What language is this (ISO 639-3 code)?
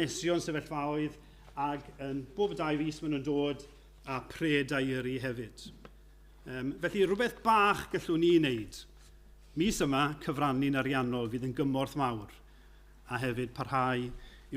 cym